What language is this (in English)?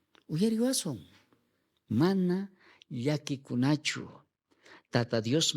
South Bolivian Quechua